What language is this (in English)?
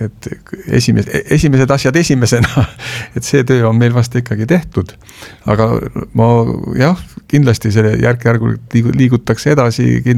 Estonian